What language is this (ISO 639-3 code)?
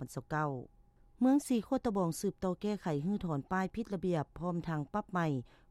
lao